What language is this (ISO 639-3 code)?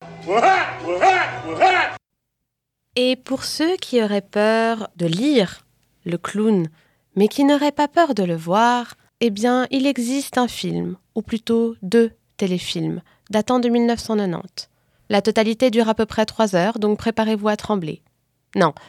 fra